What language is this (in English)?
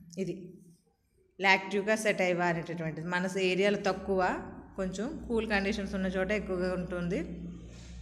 Telugu